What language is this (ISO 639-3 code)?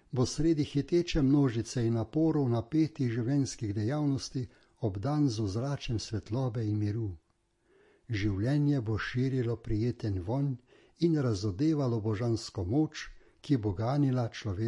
slv